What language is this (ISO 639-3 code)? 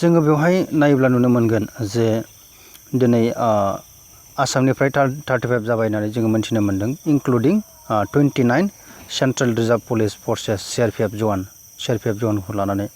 brx